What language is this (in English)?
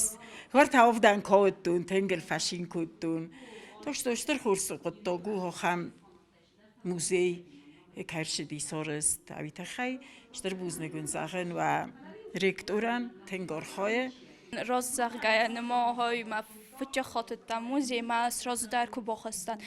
Ossetic